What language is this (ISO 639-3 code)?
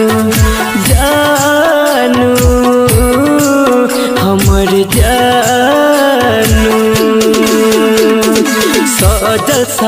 bho